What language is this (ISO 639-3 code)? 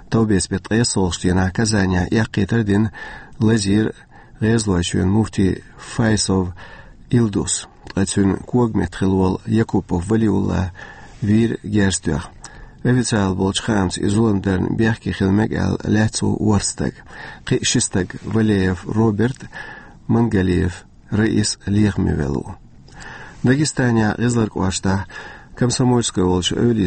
che